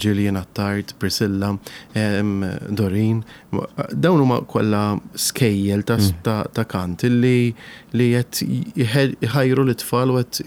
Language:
Maltese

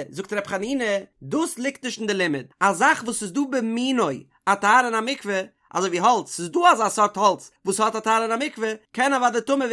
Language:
Yiddish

